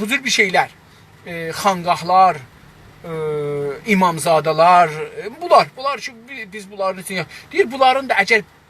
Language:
South Azerbaijani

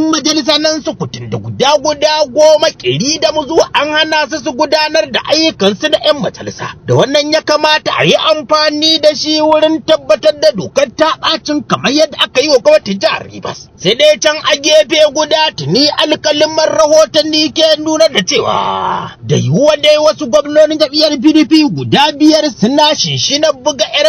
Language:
Hausa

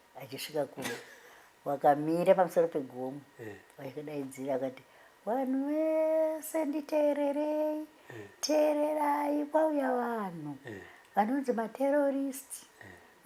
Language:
Shona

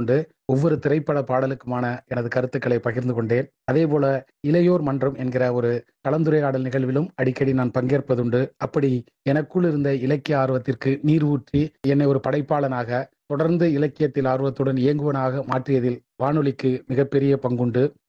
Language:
Tamil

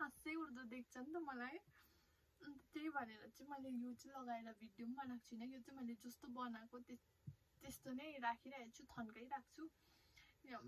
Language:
Nepali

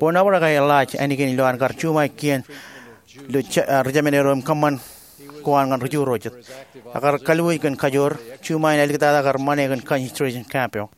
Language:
Marshallese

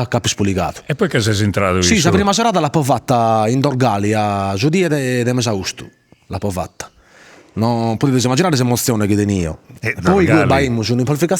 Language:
Sardinian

